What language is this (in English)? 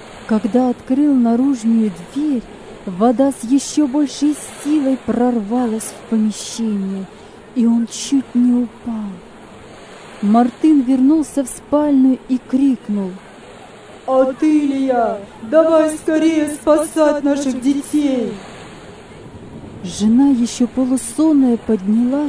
Russian